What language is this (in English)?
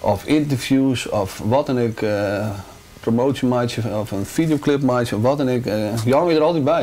Western Frisian